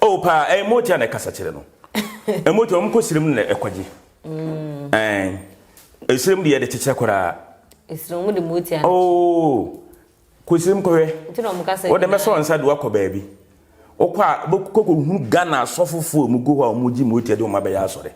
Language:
Akan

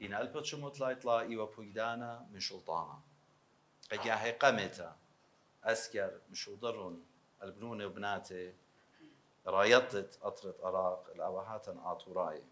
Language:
Assyrian Neo-Aramaic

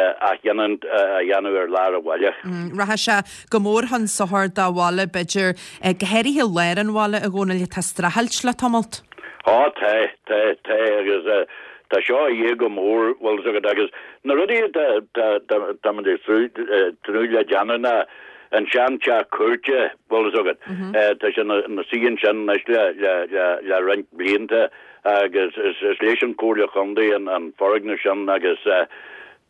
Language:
Irish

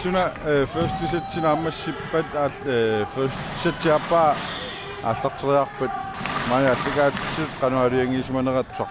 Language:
Kalaallisut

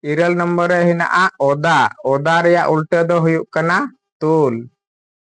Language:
Santali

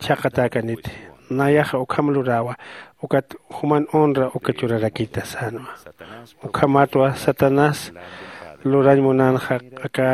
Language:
Aymara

